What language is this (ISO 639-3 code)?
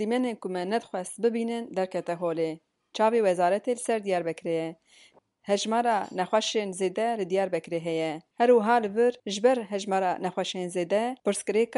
kur